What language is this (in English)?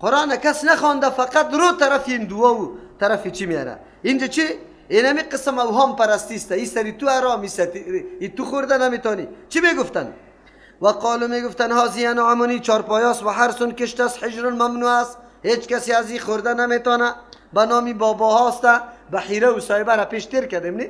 Persian